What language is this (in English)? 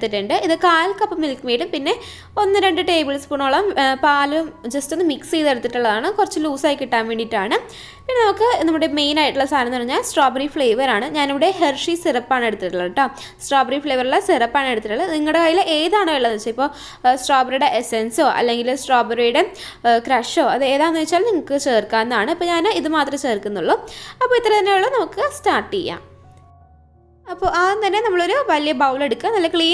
Malayalam